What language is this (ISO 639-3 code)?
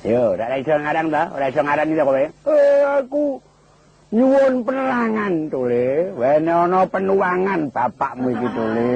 jav